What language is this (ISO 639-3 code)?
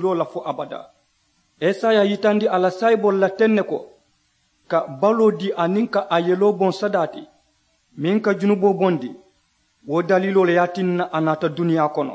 man